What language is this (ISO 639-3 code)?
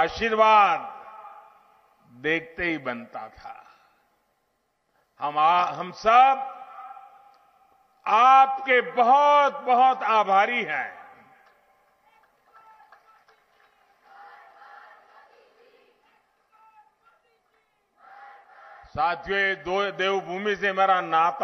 hin